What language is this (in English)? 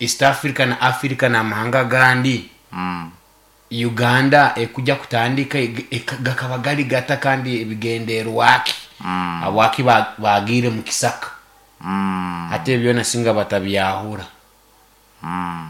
Nyoro